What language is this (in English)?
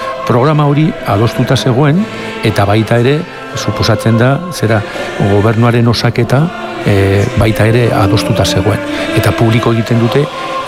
Basque